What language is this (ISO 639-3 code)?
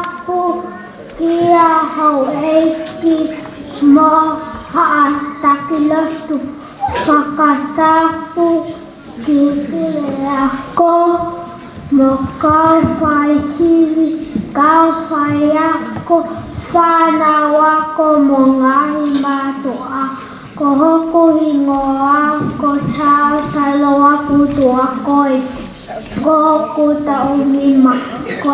ton